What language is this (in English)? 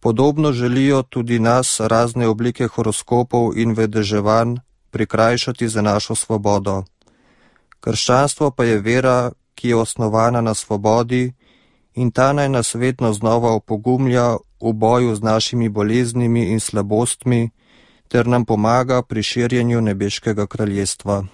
Slovenian